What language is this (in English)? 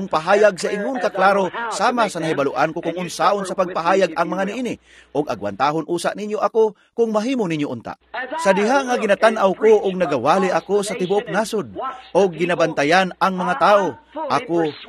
Cebuano